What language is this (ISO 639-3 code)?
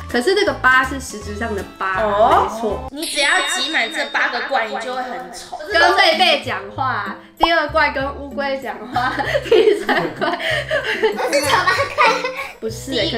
zho